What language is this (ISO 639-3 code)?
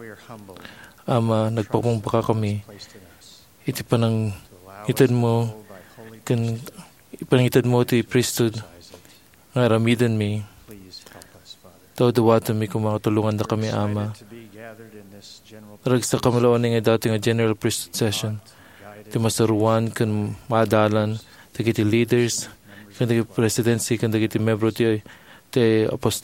ilo